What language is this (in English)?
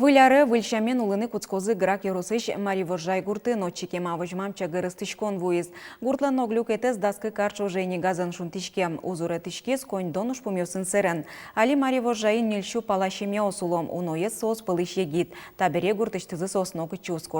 Udmurt